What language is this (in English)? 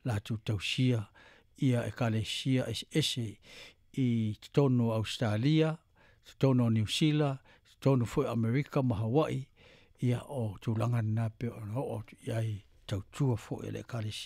Samoan